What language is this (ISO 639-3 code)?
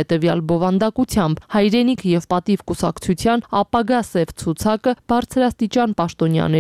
hye